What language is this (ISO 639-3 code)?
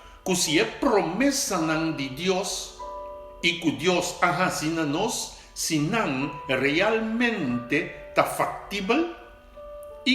pap